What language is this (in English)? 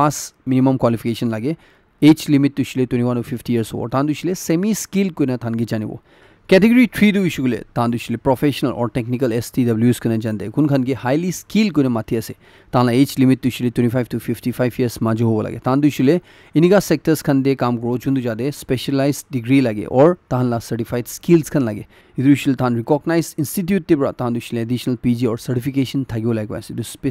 Naga Pidgin